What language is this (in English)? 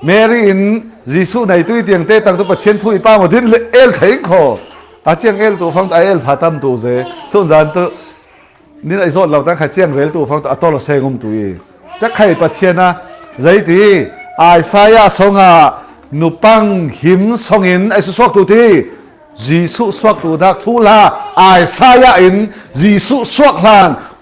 Falam Chin